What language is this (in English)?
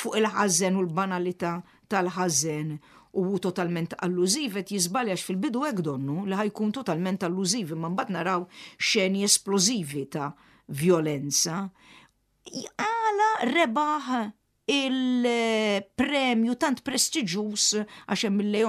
Maltese